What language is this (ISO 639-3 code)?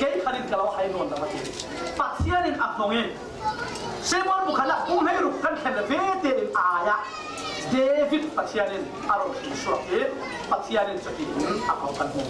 cfm